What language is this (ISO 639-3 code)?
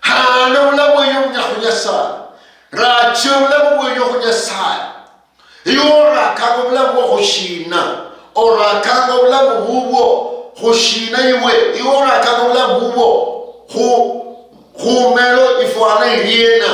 luy